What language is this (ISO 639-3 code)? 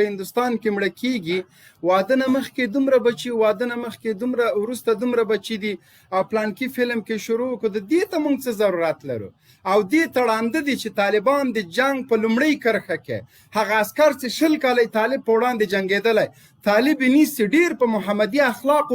pus